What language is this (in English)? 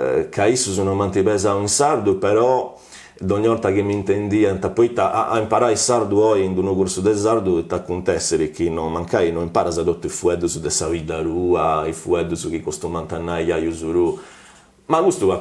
Sardinian